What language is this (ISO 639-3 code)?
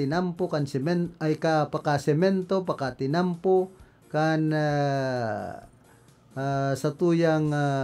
bik